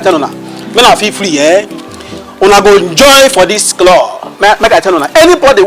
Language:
Nigerian Pidgin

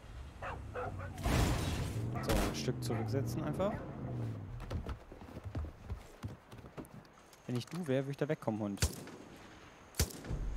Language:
German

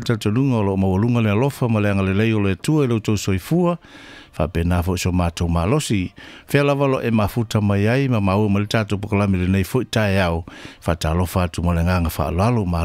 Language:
Samoan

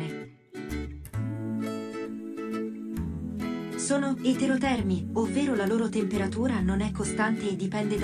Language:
Italian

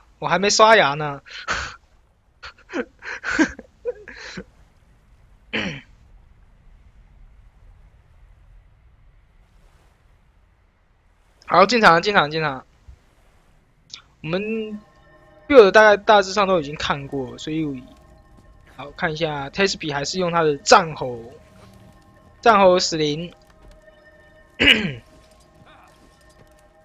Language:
Chinese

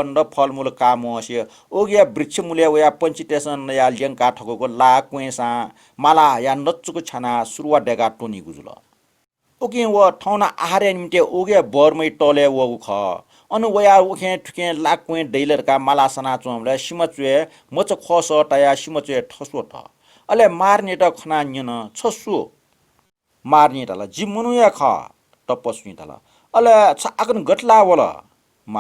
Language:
Newari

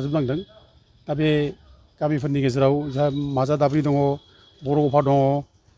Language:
Bodo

